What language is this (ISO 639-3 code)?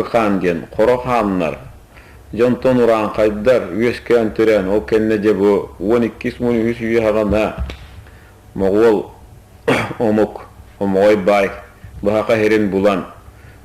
sah